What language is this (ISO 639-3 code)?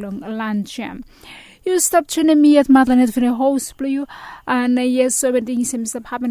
bis